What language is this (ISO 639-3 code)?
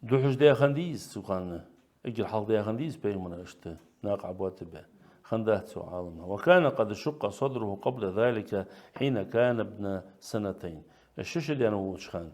inh